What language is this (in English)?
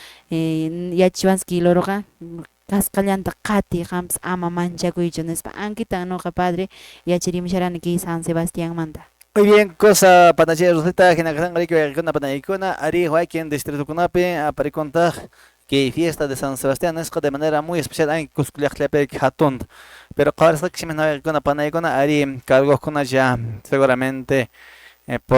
Quechua